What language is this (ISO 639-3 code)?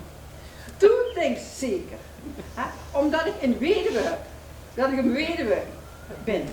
lim